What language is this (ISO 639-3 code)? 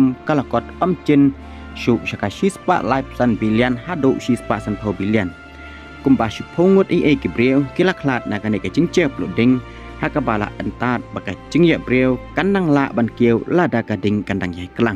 kha